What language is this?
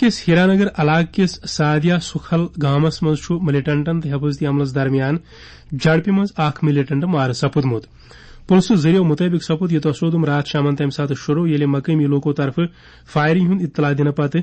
Kashmiri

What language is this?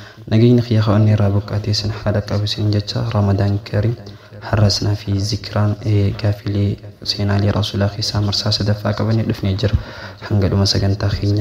Oromo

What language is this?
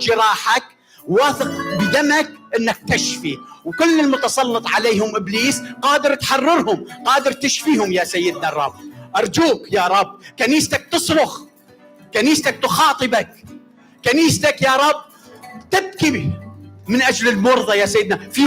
Mesopotamian Arabic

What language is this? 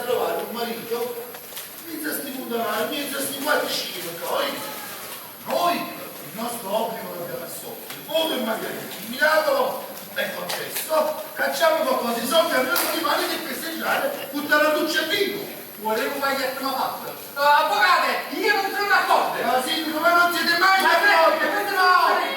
Neapolitan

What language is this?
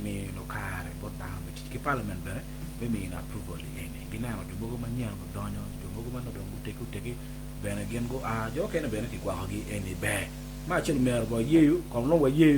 Acoli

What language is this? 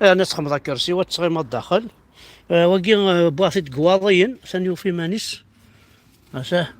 Kabyle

